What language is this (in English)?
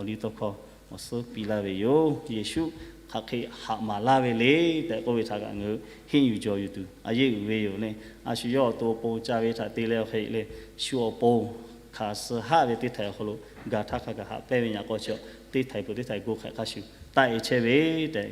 Lahu